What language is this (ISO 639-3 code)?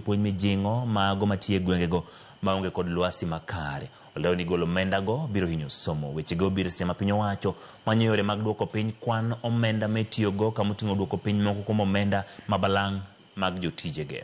luo